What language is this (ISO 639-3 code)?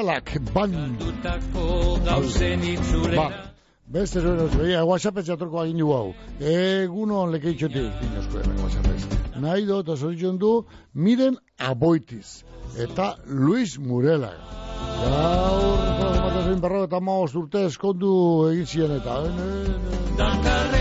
eus